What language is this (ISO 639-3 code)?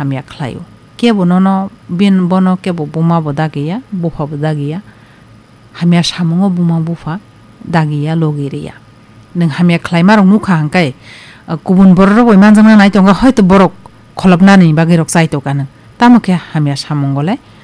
trp